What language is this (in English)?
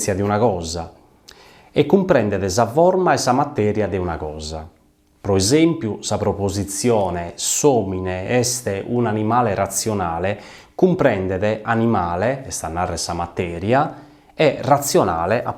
Sardinian